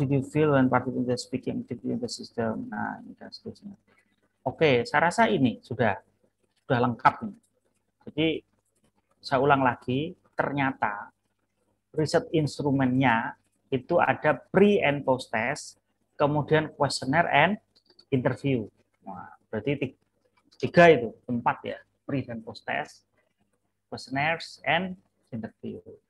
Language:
Indonesian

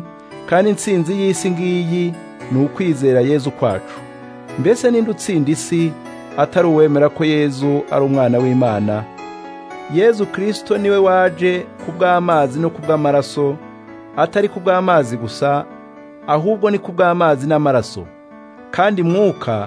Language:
Kinyarwanda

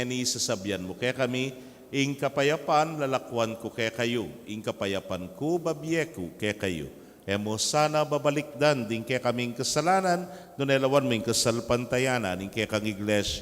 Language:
Pampanga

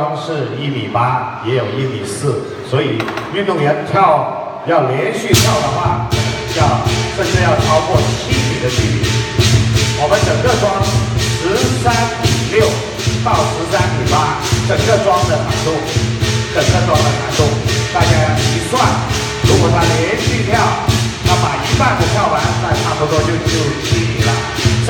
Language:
Chinese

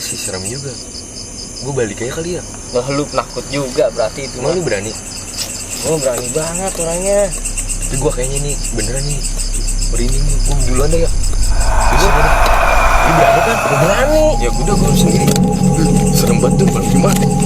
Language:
Betawi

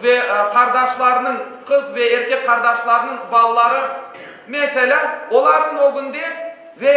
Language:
Crimean Tatar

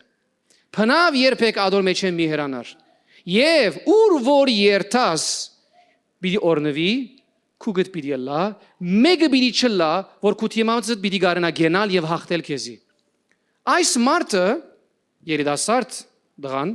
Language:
Western Armenian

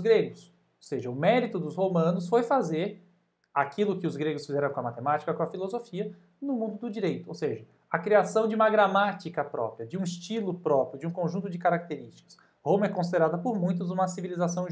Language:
Portuguese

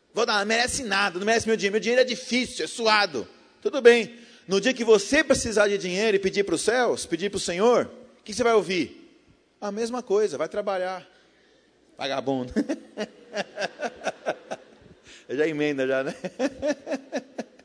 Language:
Portuguese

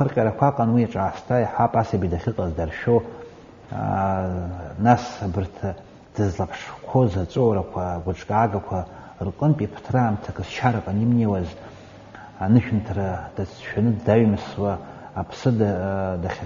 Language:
Abkhazian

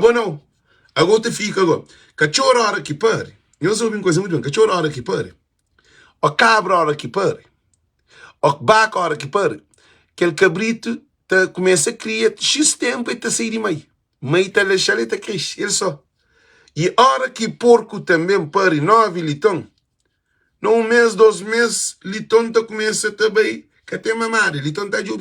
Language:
Kabuverdianu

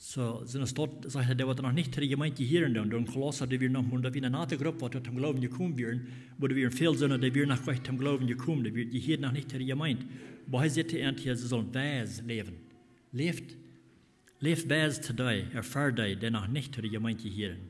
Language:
Plautdietsch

